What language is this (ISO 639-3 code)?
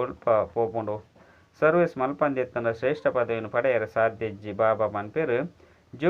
tcy